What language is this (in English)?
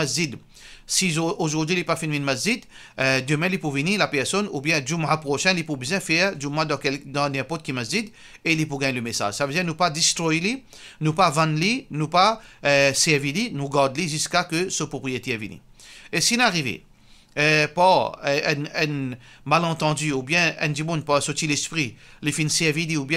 Morisyen